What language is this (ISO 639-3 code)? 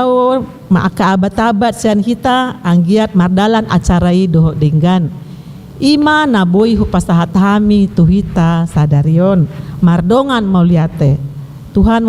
bbc